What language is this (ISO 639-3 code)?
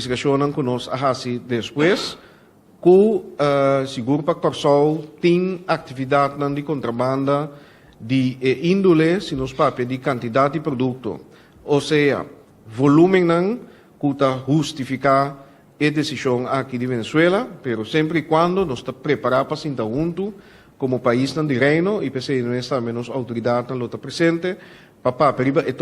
pap